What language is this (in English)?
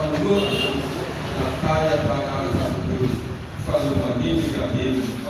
Nias